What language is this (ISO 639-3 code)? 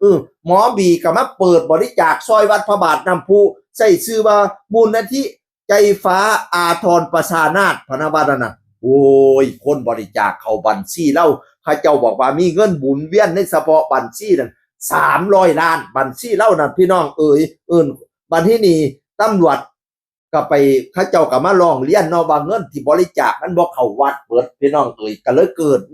tts